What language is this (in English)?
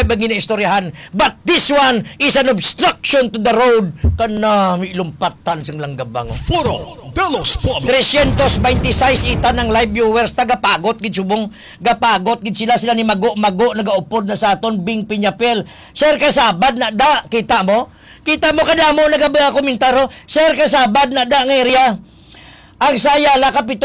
Hiligaynon